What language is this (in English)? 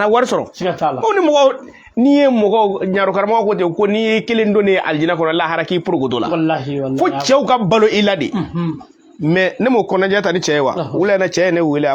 Bambara